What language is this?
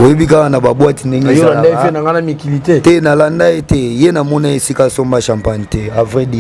Lingala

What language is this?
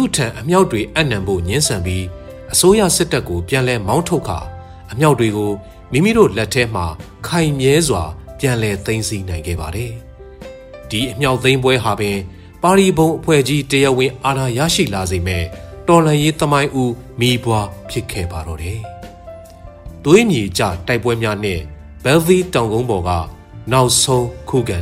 Burmese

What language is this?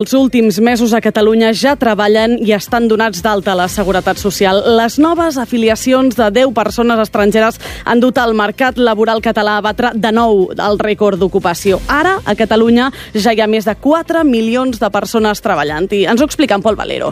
Catalan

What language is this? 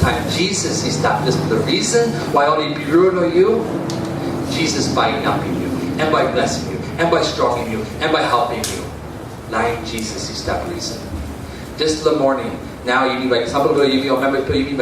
Tok Pisin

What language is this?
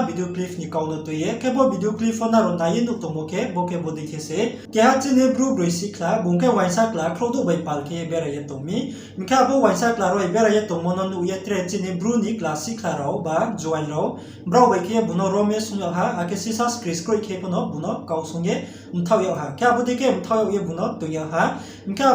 Riang (India)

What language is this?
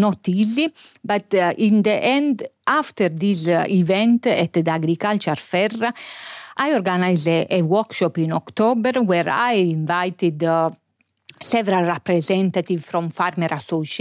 Luxembourgish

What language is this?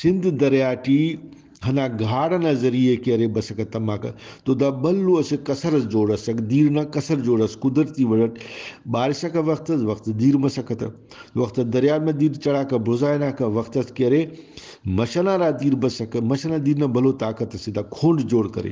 Brahui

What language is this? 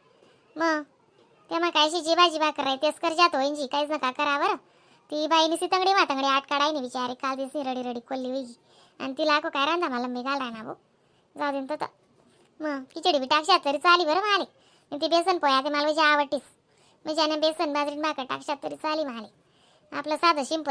Khandesi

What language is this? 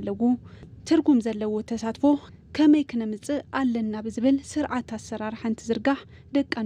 Tigrinya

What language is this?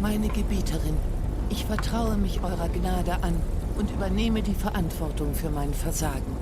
Swiss German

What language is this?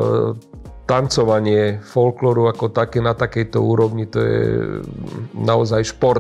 Slovak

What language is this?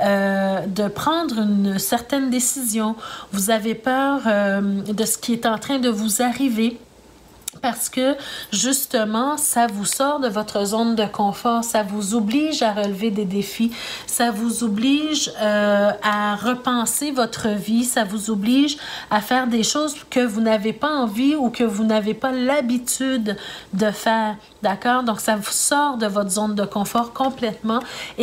French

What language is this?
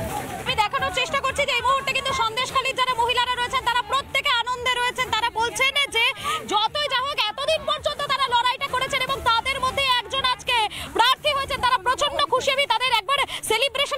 Bangla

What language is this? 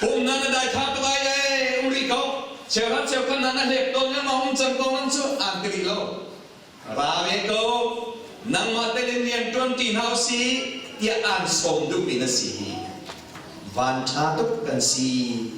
Hakha Chin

